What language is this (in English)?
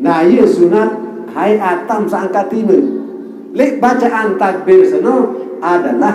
Sasak